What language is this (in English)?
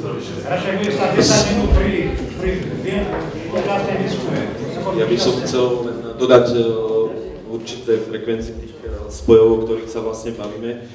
Slovak